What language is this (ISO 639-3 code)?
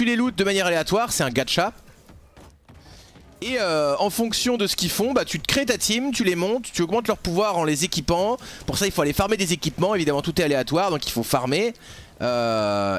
fra